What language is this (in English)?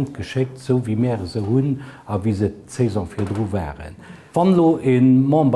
Luxembourgish